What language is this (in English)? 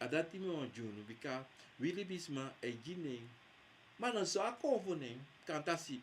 Sranan Tongo